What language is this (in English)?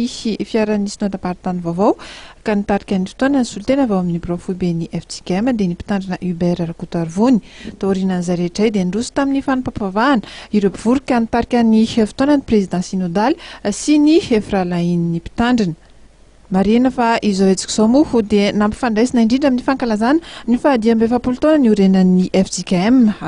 Malagasy